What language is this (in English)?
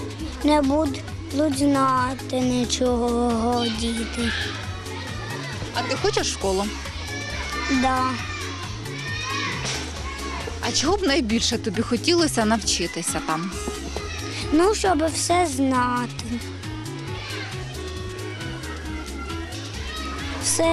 Ukrainian